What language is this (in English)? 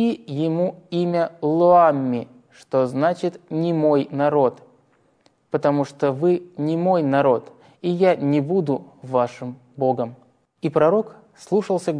Russian